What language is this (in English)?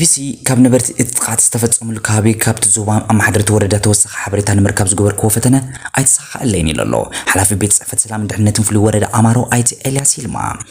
Tigrinya